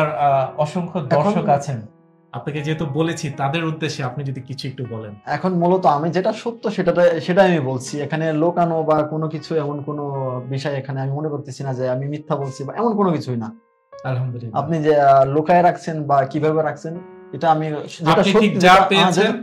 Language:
Bangla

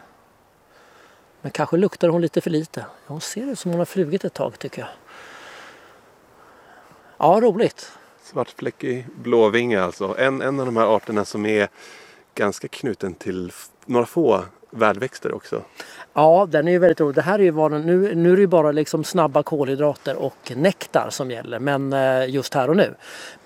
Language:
Swedish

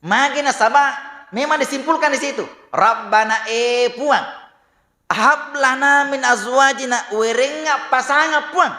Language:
Buginese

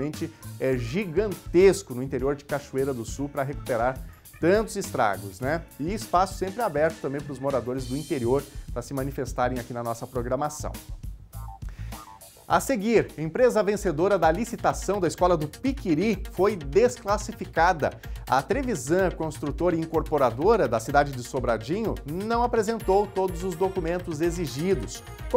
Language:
Portuguese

